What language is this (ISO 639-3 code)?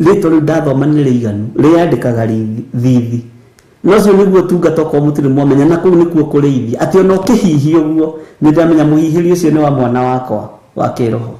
kik